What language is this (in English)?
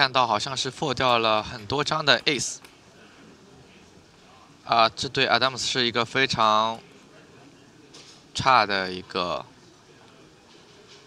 Chinese